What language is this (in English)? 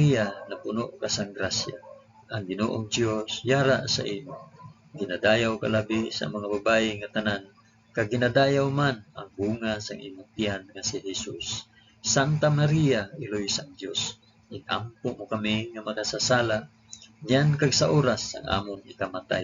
Hiligaynon